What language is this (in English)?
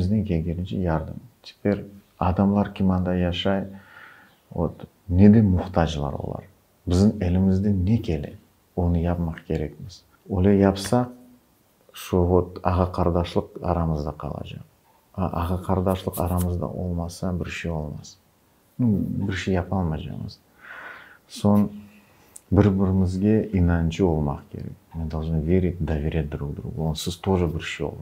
Crimean Tatar